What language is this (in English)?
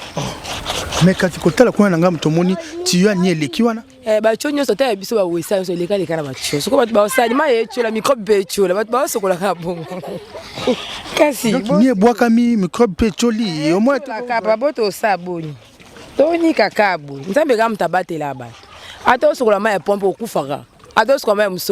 Lingala